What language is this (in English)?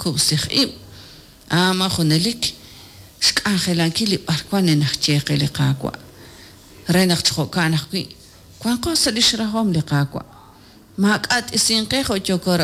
Kekchí